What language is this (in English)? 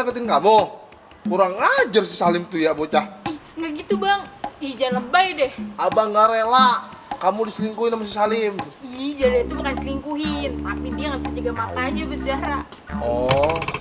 Betawi